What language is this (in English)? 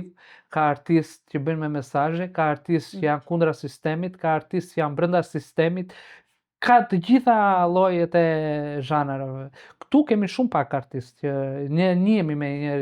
Albanian